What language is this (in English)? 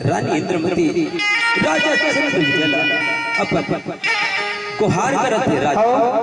Chhattisgarhi